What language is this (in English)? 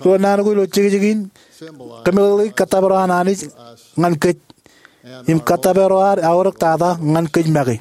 Marshallese